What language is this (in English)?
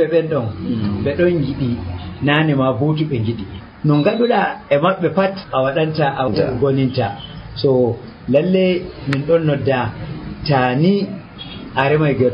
Nigerian Fulfulde